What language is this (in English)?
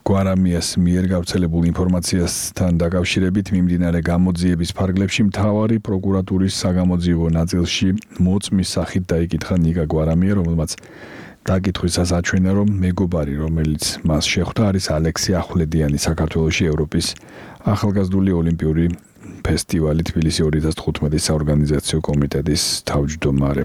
Georgian